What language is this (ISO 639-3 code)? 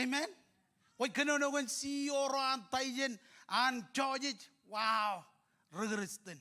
mah